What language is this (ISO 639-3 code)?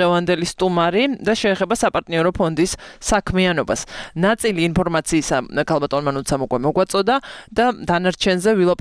kat